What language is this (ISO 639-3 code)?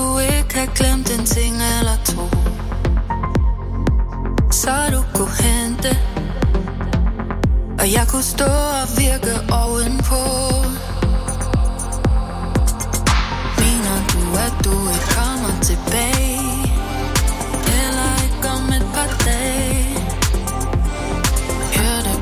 dan